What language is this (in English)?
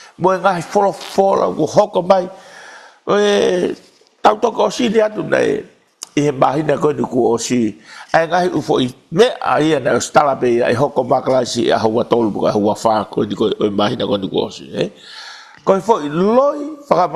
Tongan